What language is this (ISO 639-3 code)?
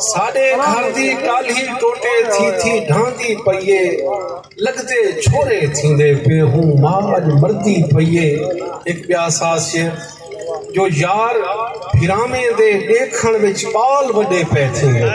skr